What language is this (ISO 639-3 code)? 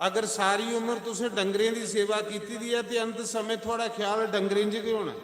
doi